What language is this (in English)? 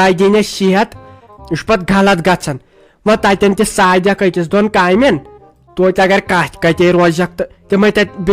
Kashmiri